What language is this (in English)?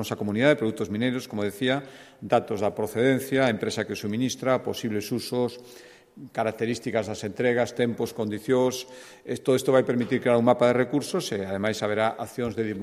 Galician